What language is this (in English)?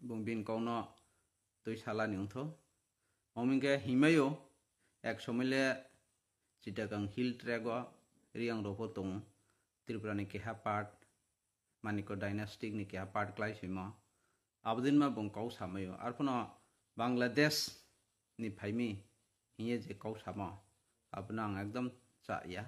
Kok Borok